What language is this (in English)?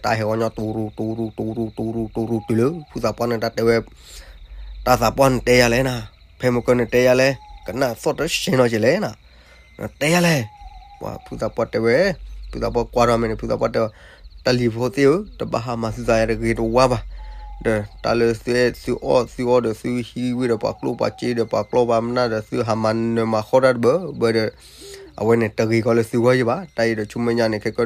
S'gaw Karen